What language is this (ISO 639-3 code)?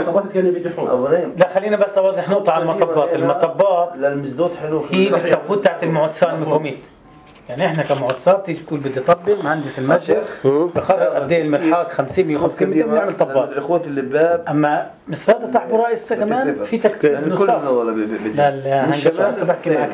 apc